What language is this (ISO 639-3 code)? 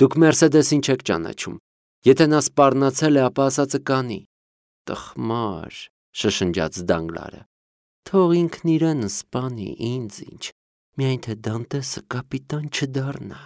hye